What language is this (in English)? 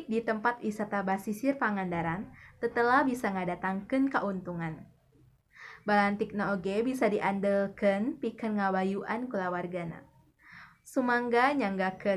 Sundanese